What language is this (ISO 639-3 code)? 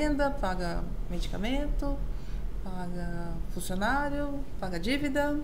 por